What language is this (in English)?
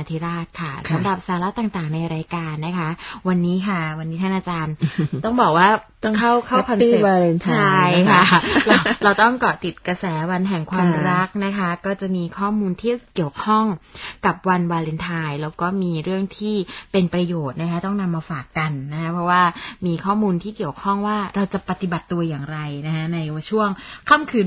Thai